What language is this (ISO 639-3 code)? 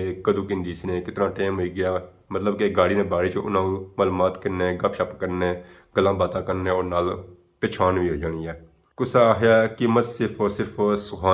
phr